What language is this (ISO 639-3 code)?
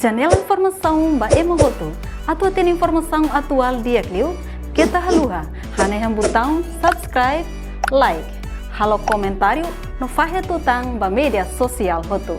tet